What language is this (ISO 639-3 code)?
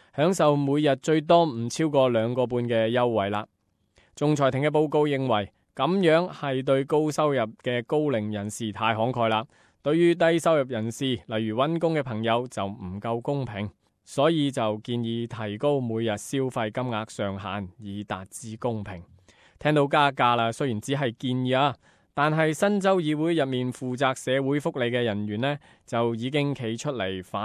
yue